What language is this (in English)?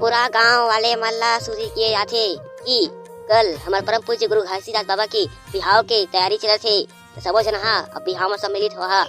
Chhattisgarhi